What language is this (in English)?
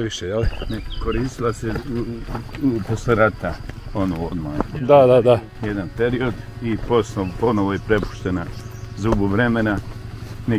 Bosnian